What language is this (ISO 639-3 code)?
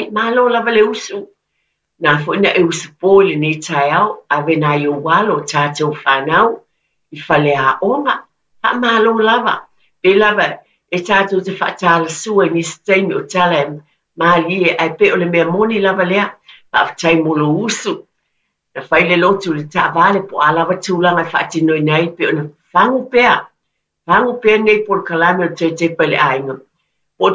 smo